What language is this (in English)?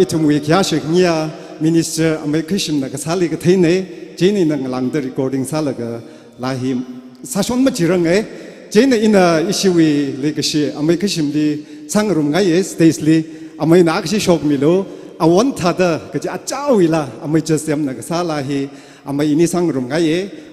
Tangkhul Naga (India)